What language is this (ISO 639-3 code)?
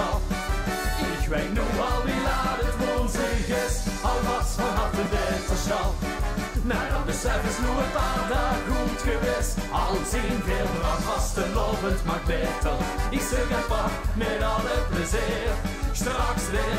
lim